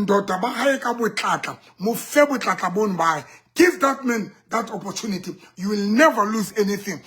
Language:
Southern Sotho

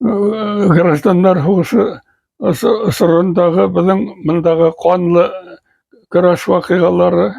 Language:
Bashkir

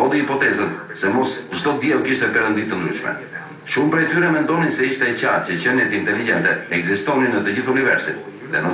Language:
Albanian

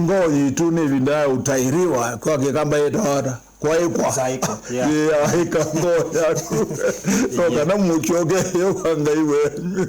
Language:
Kamba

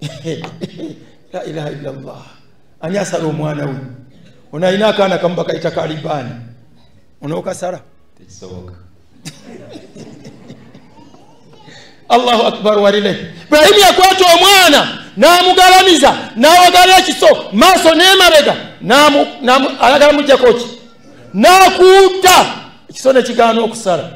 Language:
Ganda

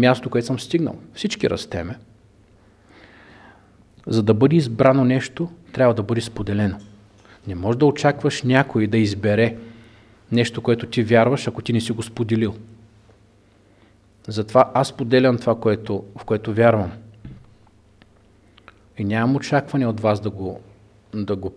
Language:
Bulgarian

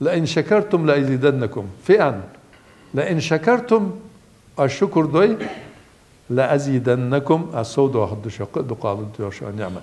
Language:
Ingush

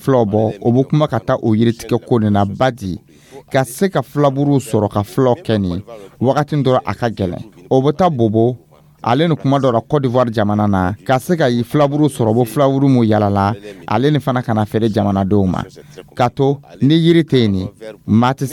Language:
Dyula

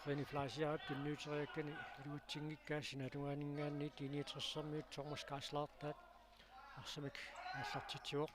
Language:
Kalaallisut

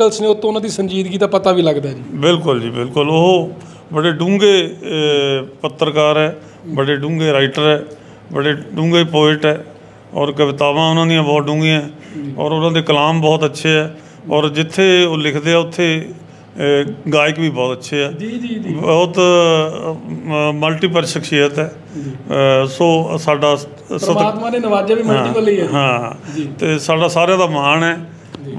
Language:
Punjabi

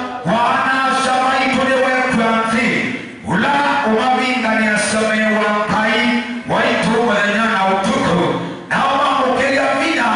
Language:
Kamba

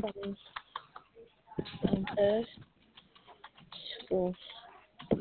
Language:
Khasi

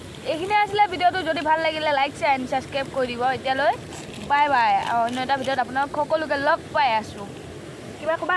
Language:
Assamese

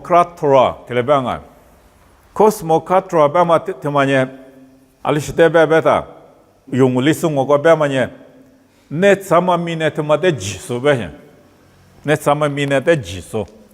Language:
Lisu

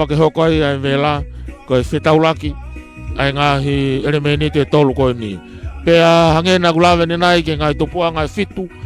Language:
Tongan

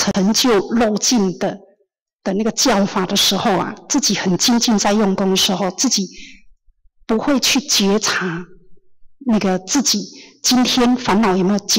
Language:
Chinese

